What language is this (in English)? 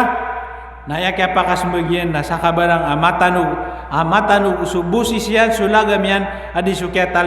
Maranao